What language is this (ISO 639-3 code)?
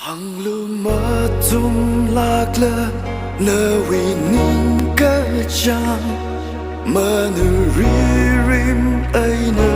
nmf